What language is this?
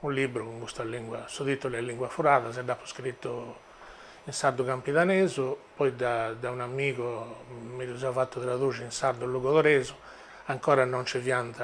Sardinian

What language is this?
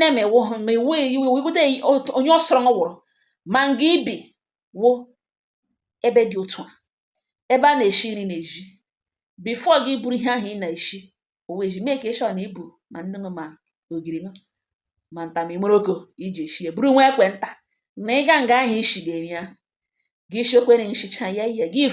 Igbo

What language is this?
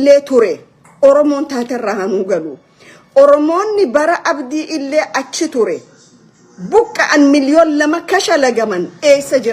Oromo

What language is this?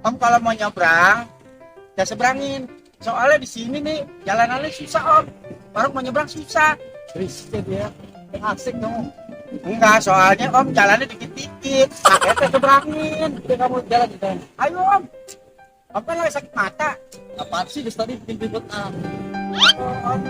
Betawi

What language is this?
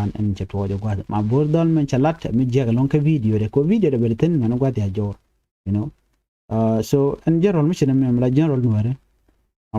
Nuer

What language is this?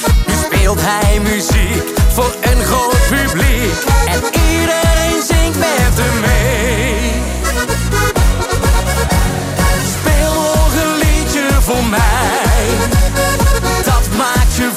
Dutch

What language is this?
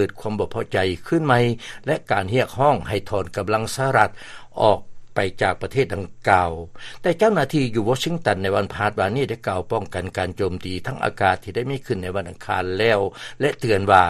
Lao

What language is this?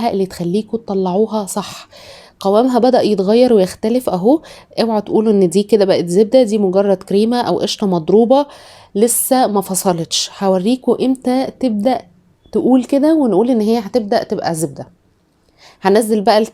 Egyptian Arabic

